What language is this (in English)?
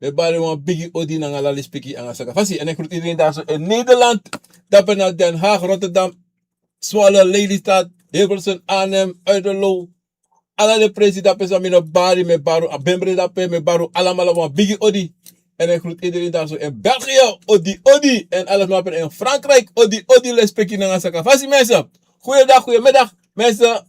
Sranan Tongo